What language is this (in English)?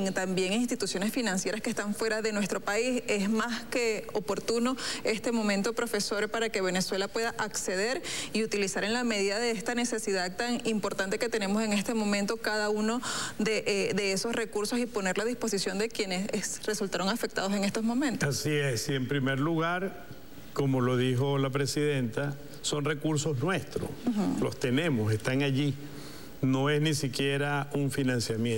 Spanish